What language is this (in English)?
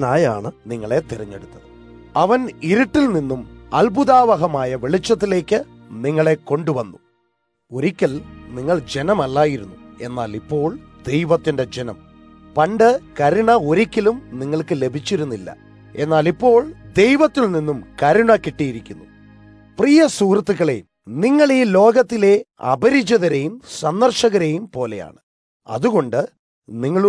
Malayalam